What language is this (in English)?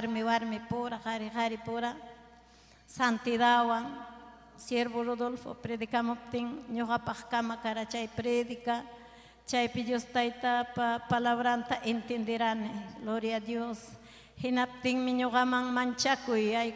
Ayacucho Quechua